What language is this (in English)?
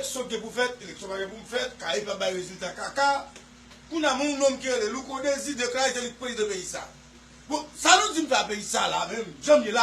Haitian Creole